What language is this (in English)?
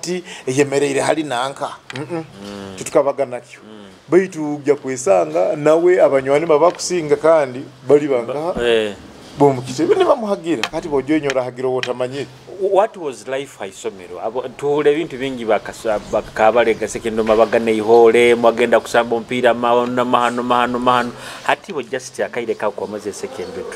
Nyoro